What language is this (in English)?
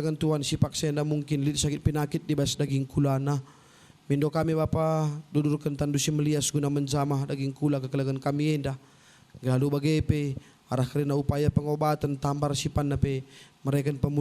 Batak Karo